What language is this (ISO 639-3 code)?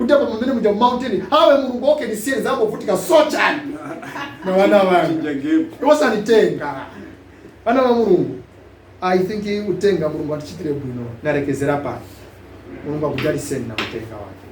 nya